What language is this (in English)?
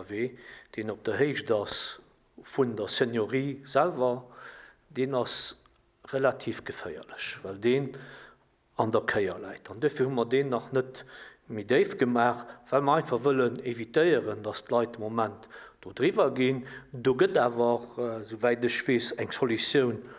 Luxembourgish